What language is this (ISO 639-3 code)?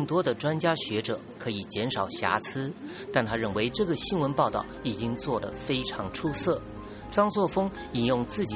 zho